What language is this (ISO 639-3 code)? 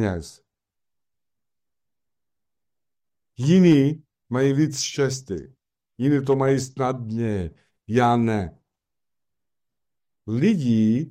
ces